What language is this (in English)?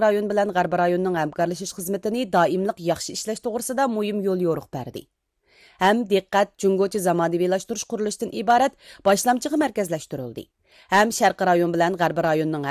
Uyghur